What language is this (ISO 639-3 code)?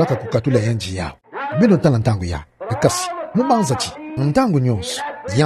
ktu